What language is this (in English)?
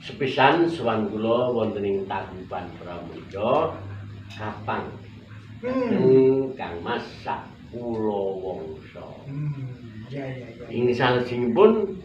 Javanese